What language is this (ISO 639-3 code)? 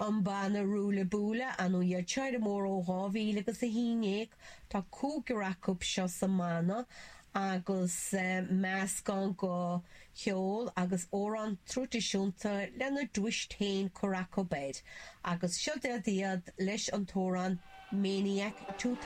gle